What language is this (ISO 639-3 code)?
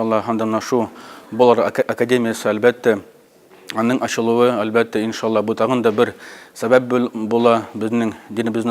tat